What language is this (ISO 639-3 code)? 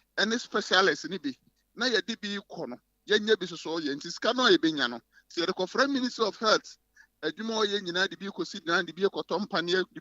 aka